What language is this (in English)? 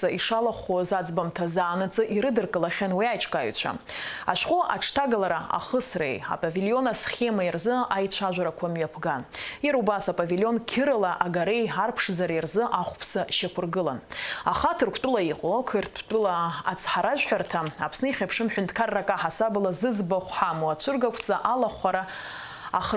Abkhazian